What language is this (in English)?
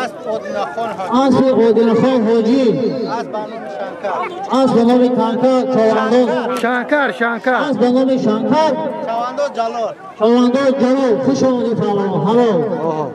Tajik